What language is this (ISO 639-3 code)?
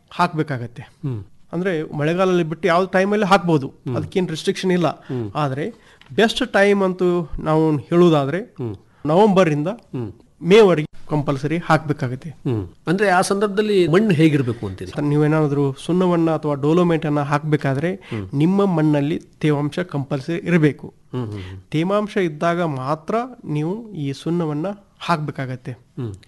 kan